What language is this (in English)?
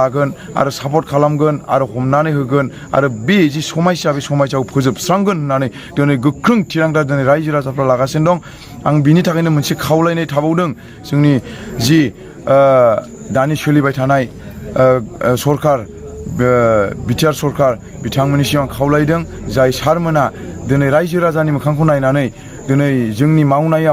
Bodo